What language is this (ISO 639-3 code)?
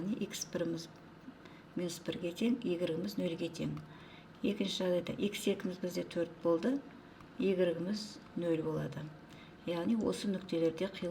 kaz